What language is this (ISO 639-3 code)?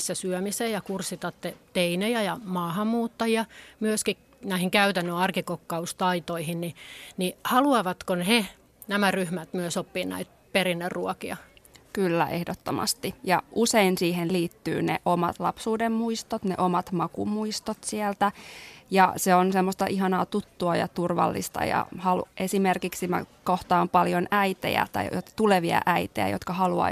fin